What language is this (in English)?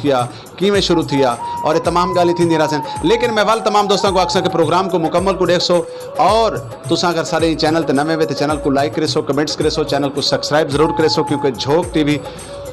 Saraiki